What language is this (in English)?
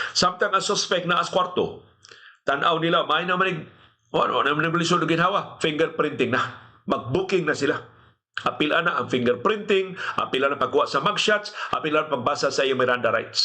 Cebuano